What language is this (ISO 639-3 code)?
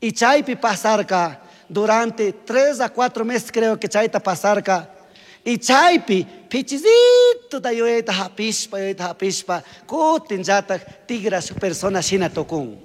qug